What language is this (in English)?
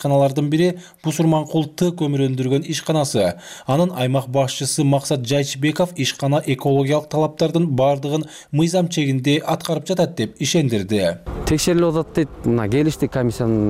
Kyrgyz